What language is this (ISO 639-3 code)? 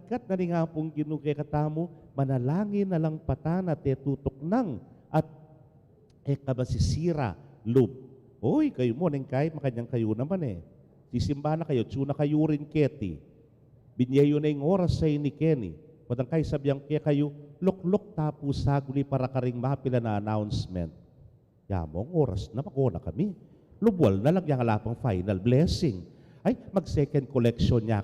pam